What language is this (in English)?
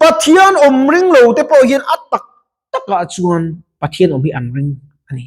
Mizo